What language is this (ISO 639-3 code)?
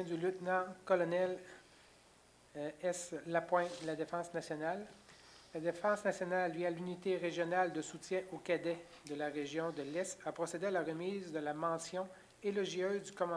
fra